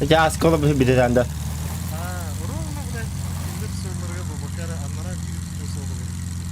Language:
Yakut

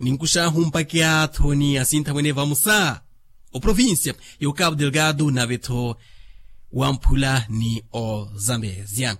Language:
Makhuwa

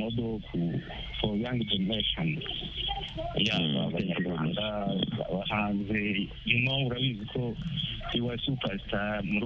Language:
Kinyarwanda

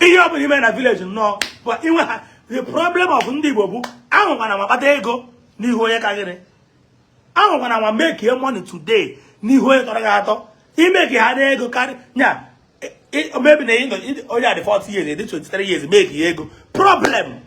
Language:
Igbo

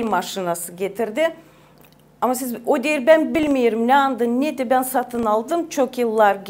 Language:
Gagauz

